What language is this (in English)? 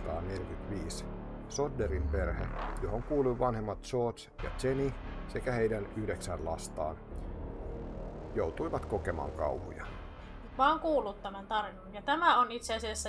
Finnish